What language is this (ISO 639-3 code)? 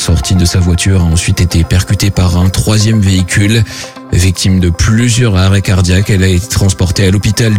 fra